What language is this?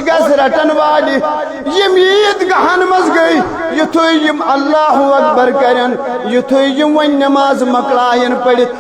Kashmiri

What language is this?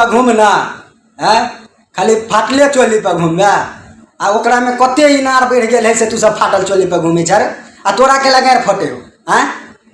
Maithili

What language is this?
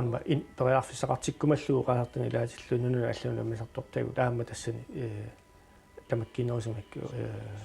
Kalaallisut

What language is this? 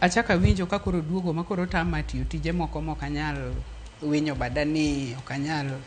Luo (Kenya and Tanzania)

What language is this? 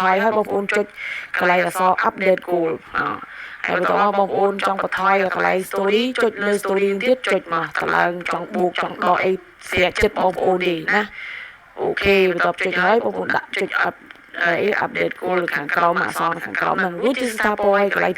Khmer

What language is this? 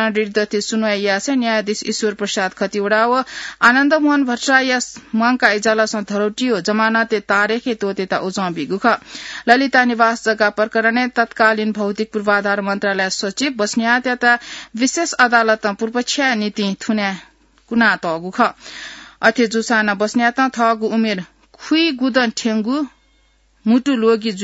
Newari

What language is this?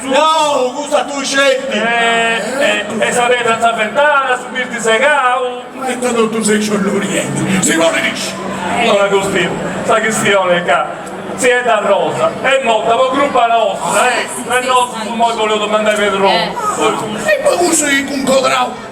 Sardinian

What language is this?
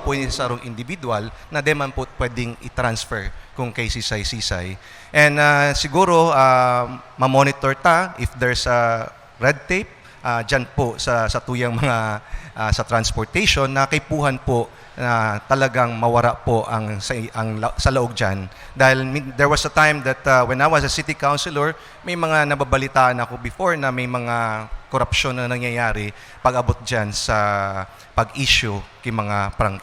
Bikol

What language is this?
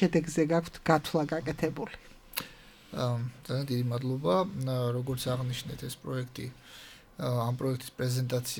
Georgian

